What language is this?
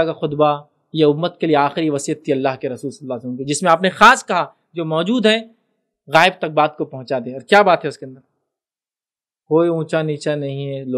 Urdu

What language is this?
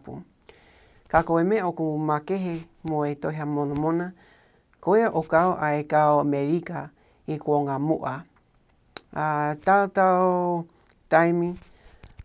Tongan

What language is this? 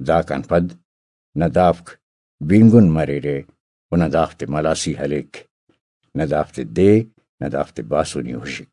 Brahui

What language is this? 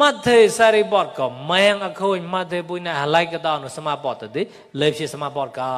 Mon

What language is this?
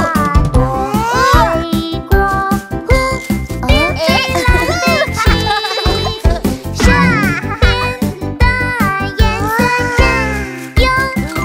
Chinese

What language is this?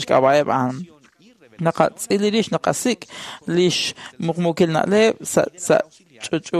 Kekchí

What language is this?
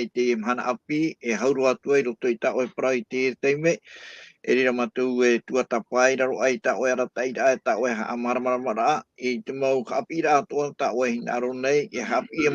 Tahitian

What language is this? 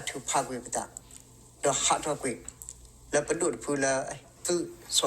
S'gaw Karen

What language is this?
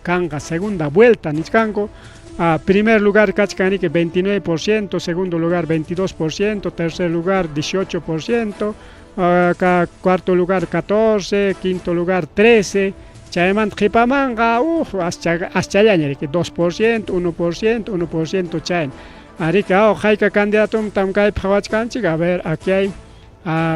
Ayacucho Quechua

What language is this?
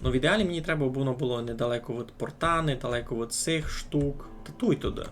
Rusyn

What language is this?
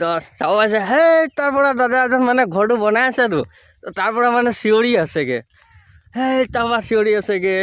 Assamese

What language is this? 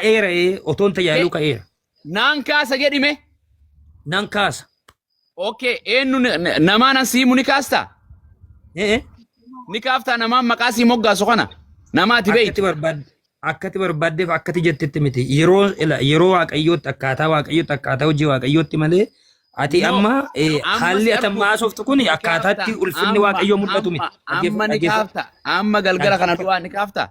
Oromo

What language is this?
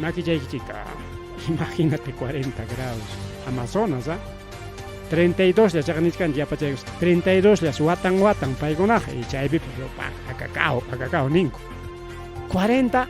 Ayacucho Quechua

